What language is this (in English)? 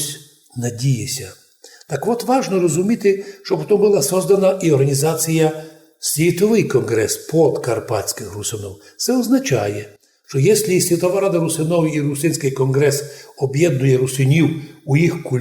Rusyn